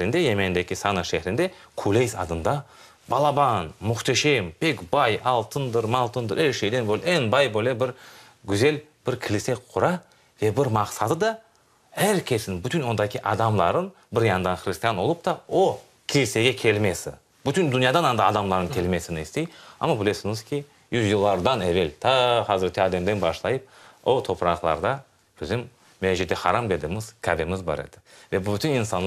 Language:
Crimean Tatar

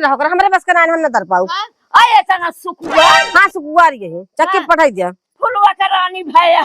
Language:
Awadhi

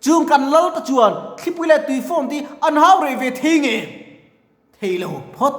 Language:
Mizo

